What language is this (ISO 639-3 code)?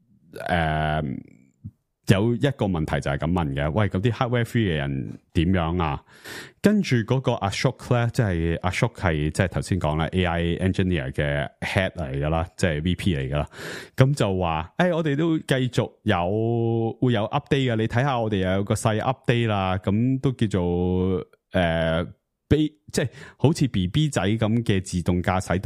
yue